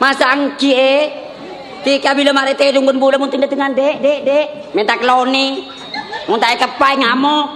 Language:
Madurese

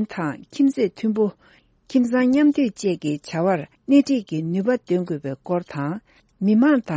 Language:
Tibetan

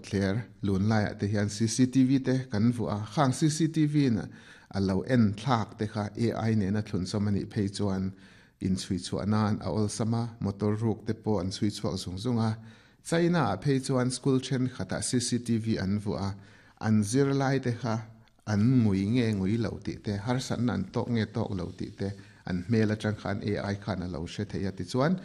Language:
Mizo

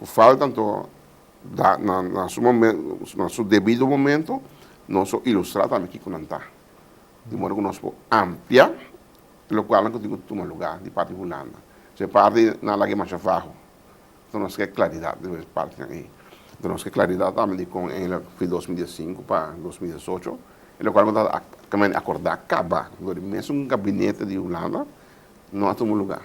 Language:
Papiamento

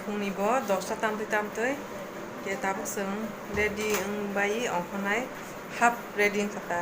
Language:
Kok Borok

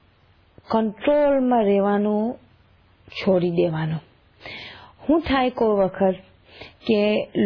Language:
Gujarati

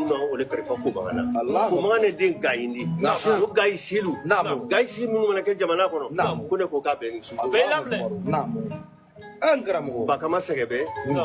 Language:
Bambara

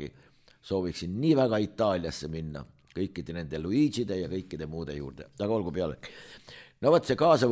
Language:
Estonian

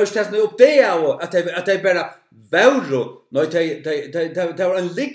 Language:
Faroese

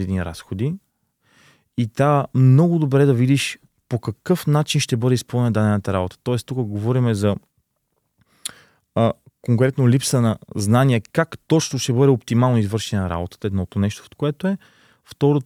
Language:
Bulgarian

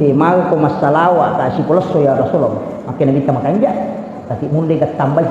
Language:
Buginese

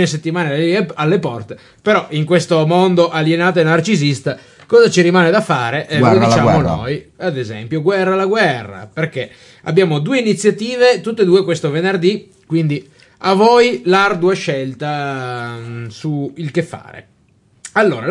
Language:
Italian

